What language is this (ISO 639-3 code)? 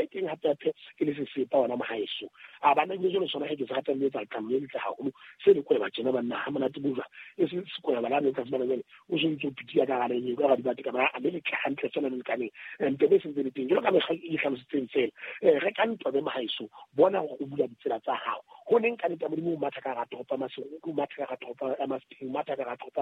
sot